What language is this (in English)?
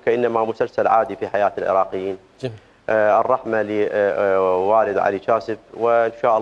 Mesopotamian Arabic